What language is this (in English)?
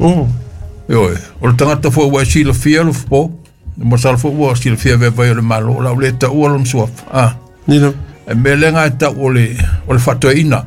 Samoan